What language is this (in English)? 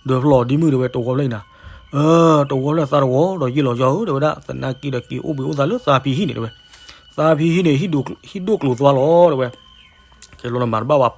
S'gaw Karen